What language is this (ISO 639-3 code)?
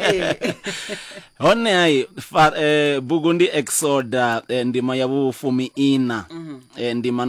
ven